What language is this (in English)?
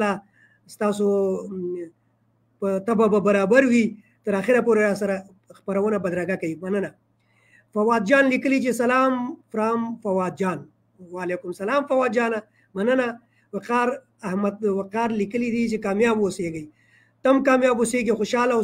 Pashto